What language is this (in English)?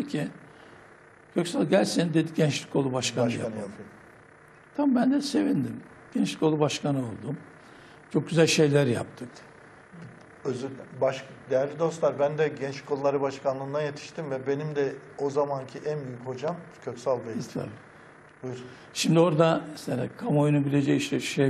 Turkish